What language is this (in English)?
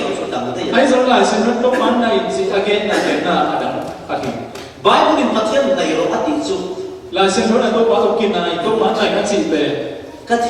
Falam Chin